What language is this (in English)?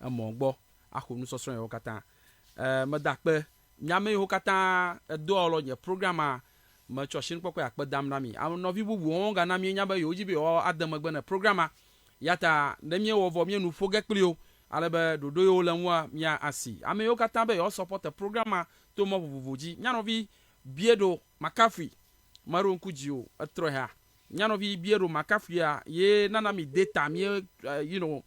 Ewe